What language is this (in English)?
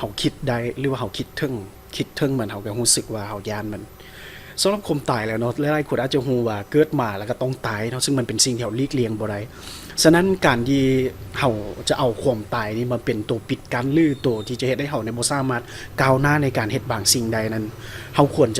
Lao